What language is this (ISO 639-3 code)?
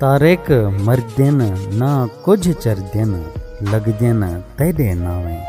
skr